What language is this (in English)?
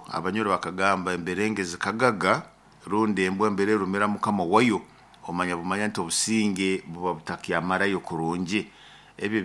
Nyoro